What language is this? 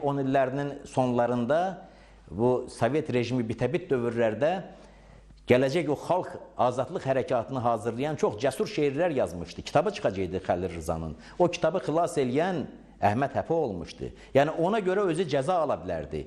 Azerbaijani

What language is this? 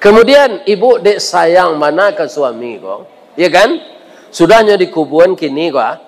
Minangkabau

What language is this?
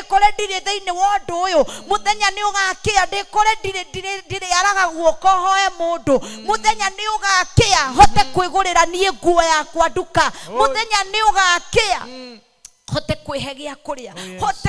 Kikuyu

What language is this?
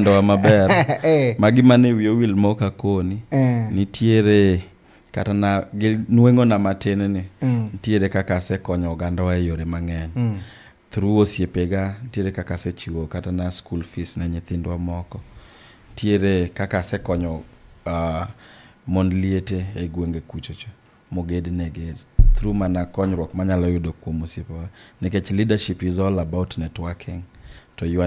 Luo (Kenya and Tanzania)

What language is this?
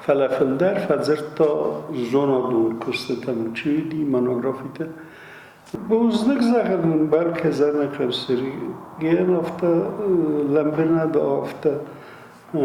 Ossetic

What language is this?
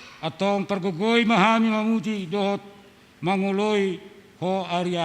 Batak Toba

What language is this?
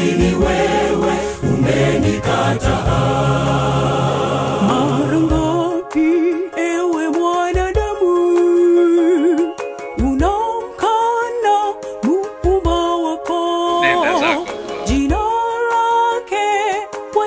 Swahili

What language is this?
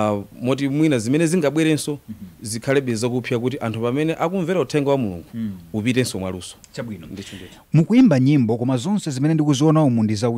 Nyanja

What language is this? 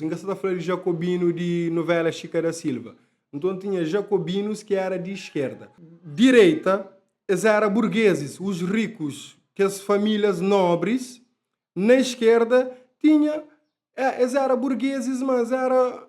Kabuverdianu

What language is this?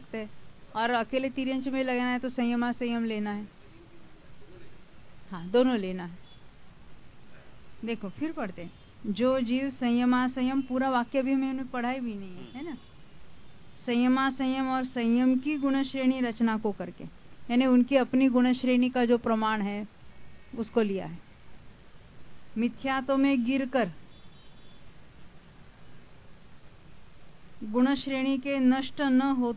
Hindi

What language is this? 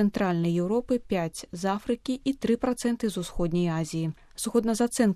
Belarusian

